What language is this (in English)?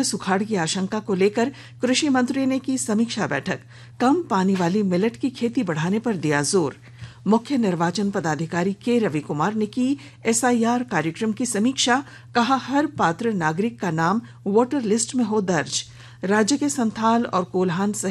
Hindi